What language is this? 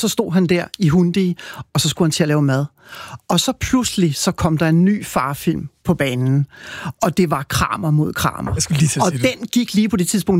Danish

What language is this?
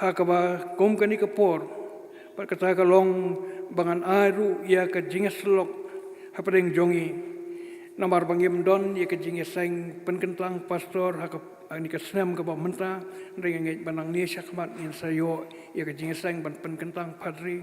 Khasi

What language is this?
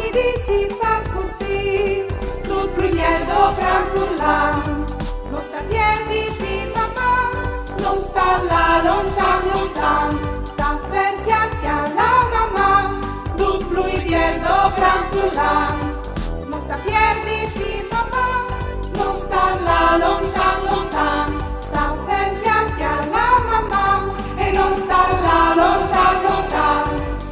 Friulian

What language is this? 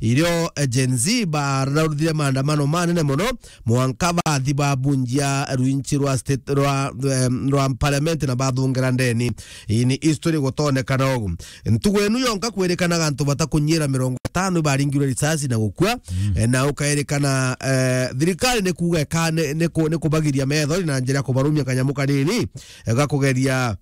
Meru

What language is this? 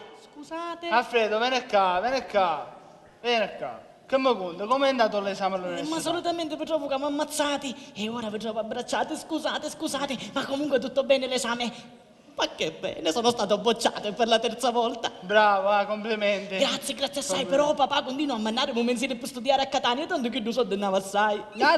Sicilian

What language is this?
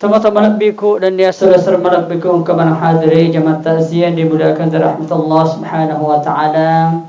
Buginese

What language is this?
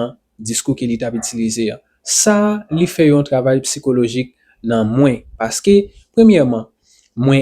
Haitian Creole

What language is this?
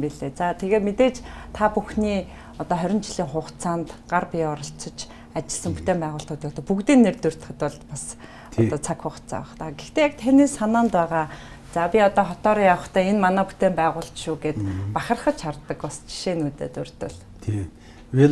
Mongolian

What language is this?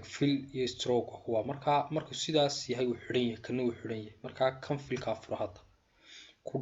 Somali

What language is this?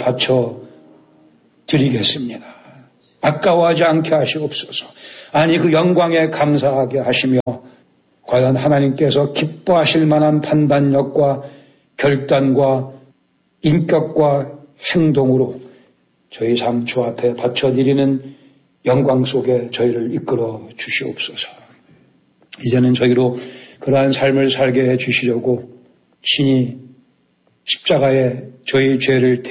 Korean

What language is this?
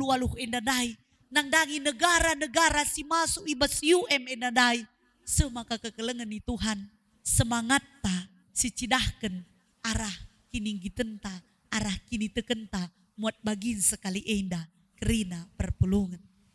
Batak Karo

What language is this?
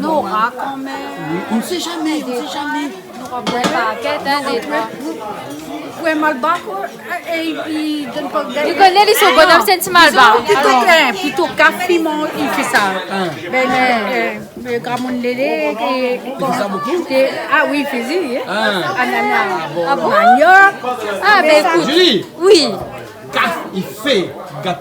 Réunion Creole French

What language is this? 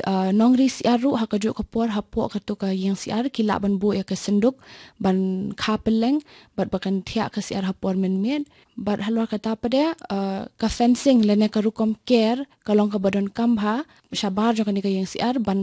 Khasi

